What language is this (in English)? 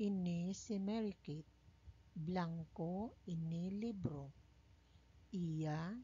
Hiligaynon